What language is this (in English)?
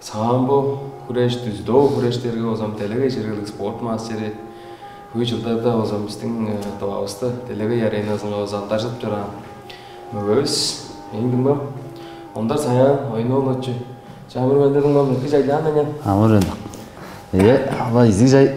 Tuvinian